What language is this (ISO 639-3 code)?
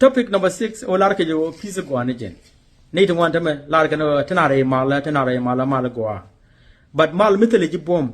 nus